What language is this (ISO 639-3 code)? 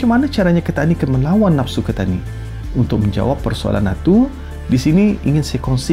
msa